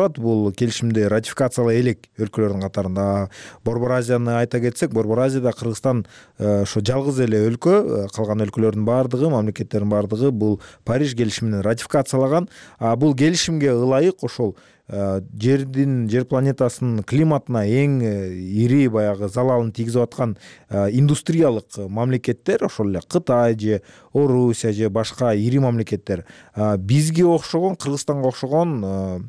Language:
Kyrgyz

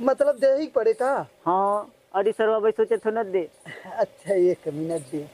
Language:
Awadhi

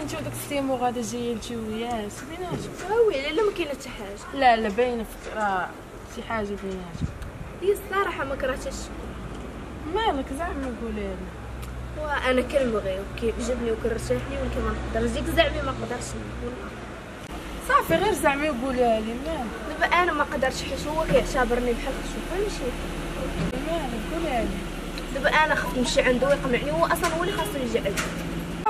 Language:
Moroccan Arabic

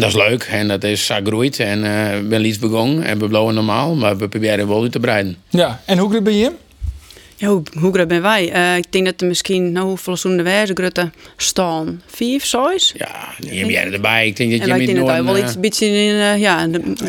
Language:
Western Frisian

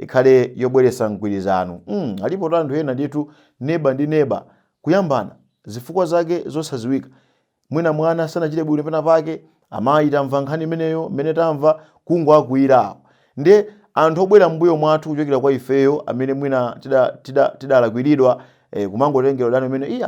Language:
Nyanja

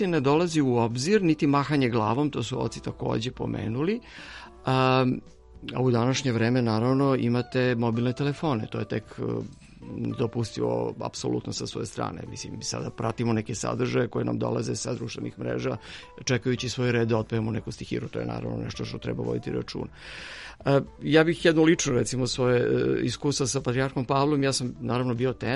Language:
Serbian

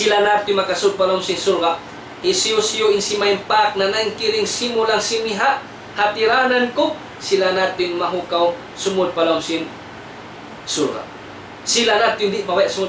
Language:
Tausug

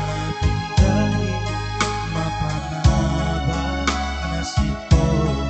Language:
Batak Simalungun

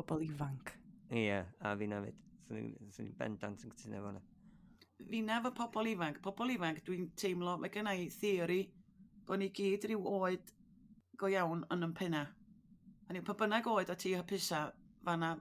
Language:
Welsh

